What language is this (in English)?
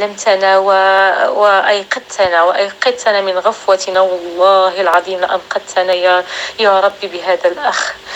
North Levantine Arabic